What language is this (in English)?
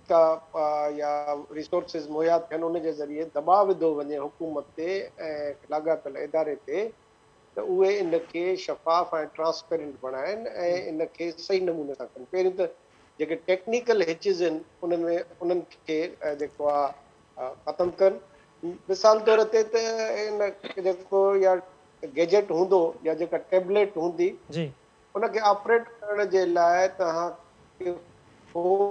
Sindhi